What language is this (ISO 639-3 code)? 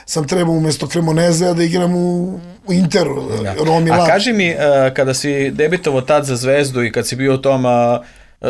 srp